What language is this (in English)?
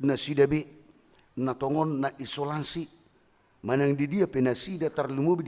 Batak Toba